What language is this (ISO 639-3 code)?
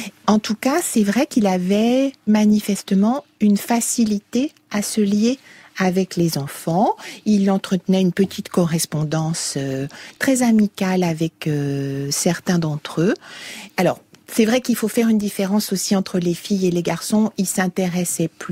fra